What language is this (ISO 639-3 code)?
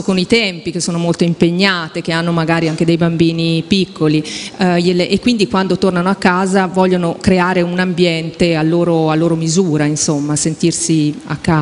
ita